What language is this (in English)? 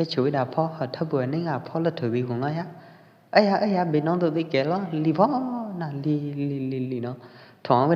Pwo Eastern Karen